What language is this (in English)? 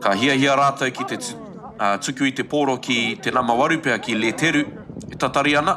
Māori